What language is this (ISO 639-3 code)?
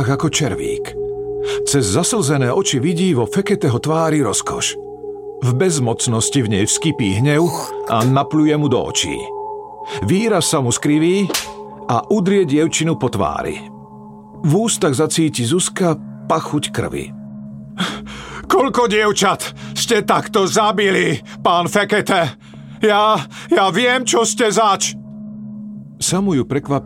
slk